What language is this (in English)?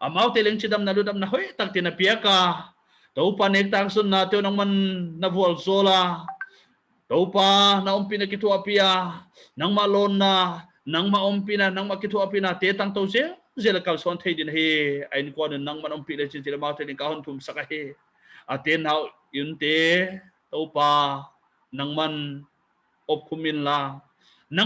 Paite Chin